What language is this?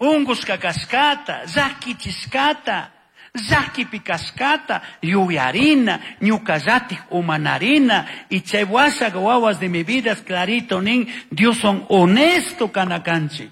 Chimborazo Highland Quichua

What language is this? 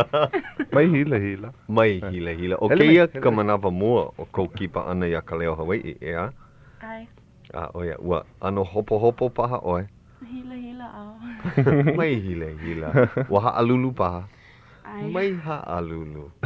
Hawaiian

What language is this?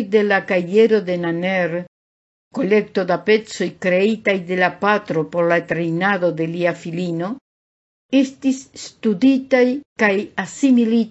Esperanto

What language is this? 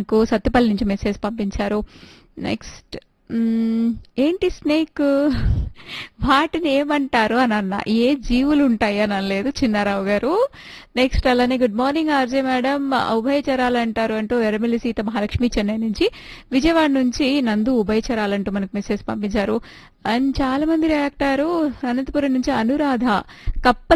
Telugu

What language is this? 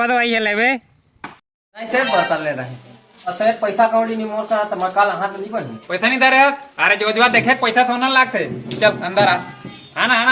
Chhattisgarhi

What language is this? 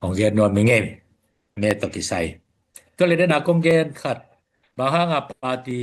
Tedim Chin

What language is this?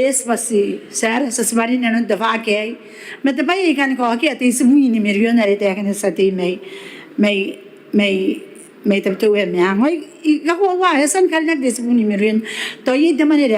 Gilbertese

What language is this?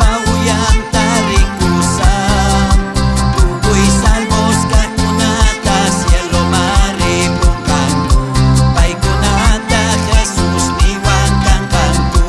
South Bolivian Quechua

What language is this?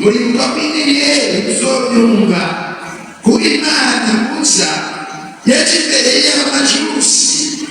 Rundi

